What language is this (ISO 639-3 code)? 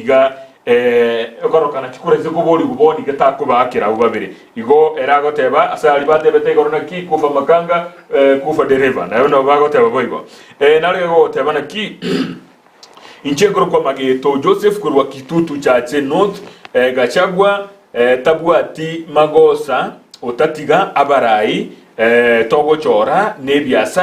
guz